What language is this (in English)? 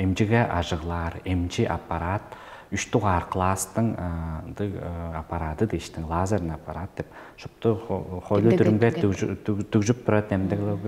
Tuvinian